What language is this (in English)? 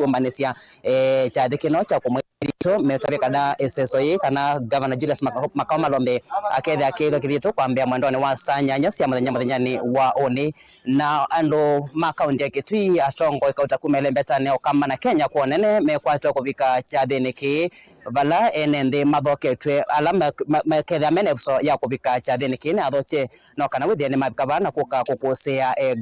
Kamba